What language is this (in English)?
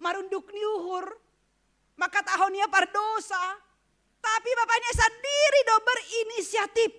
Batak Simalungun